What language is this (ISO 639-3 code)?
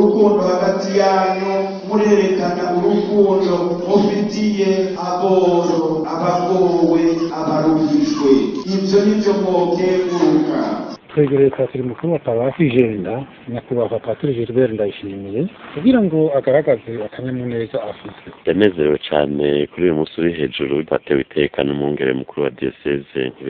run